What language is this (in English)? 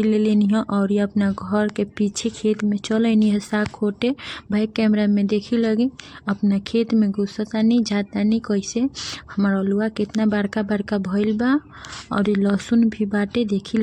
Bhojpuri